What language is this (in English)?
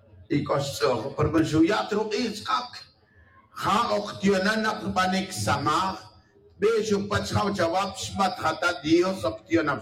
Tz'utujil